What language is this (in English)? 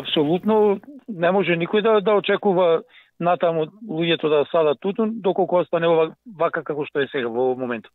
Macedonian